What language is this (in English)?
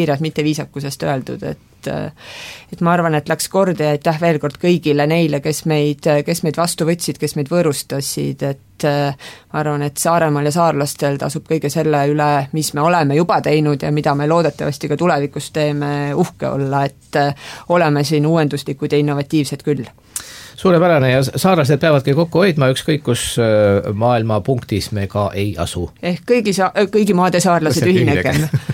Estonian